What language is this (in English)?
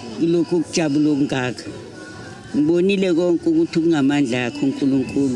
Zulu